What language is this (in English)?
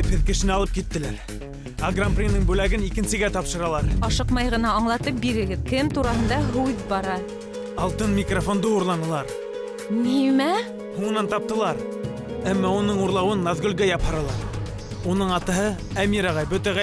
Bashkir